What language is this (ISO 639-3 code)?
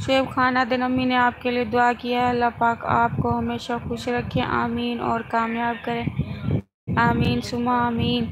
skr